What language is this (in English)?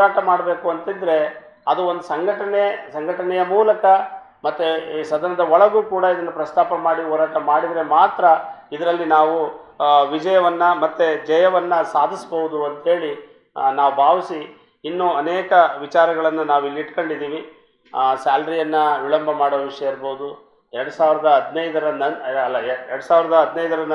Kannada